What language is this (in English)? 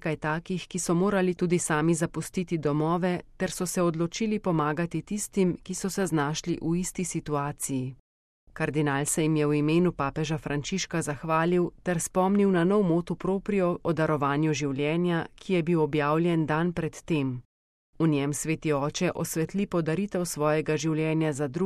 Slovenian